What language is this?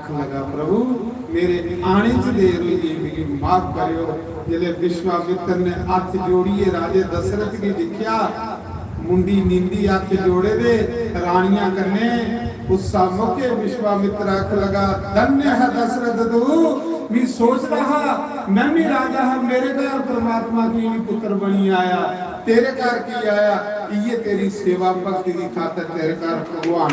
Dogri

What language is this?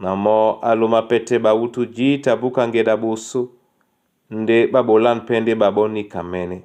Duala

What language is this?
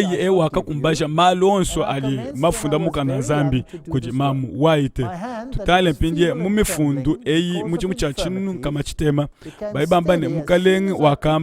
Luba-Lulua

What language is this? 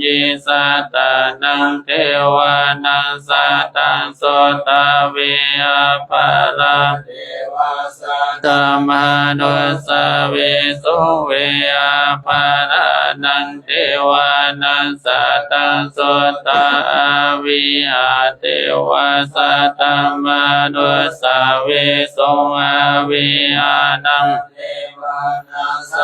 Pali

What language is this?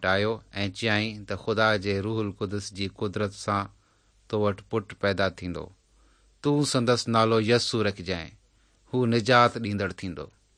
Sindhi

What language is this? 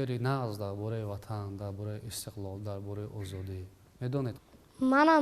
Tajik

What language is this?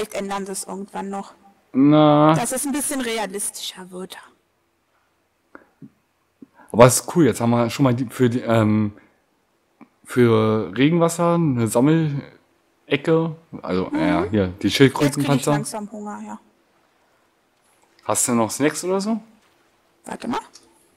German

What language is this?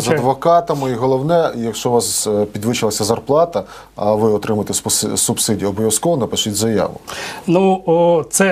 Ukrainian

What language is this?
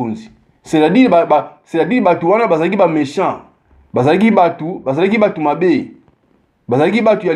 Lingala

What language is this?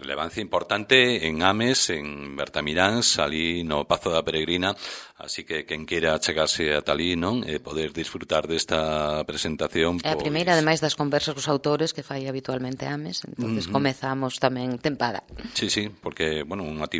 Galician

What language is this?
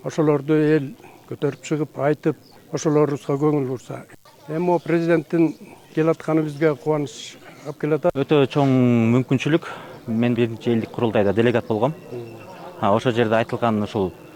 Kyrgyz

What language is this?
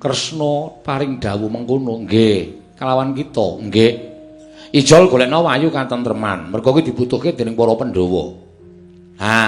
Javanese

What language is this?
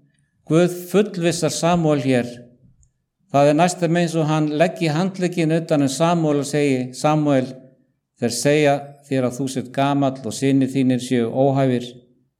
Icelandic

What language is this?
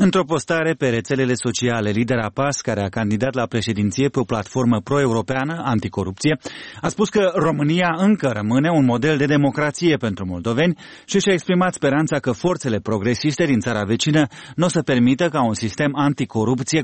Romanian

